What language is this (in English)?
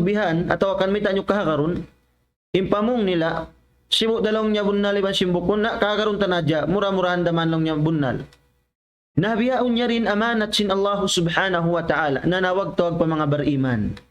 Tausug